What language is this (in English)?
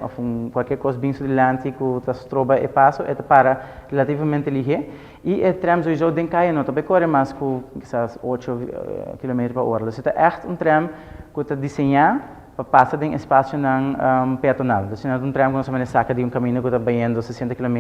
Papiamento